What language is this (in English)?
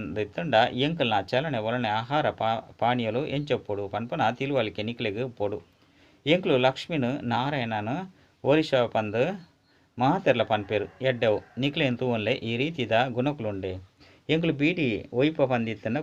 Tulu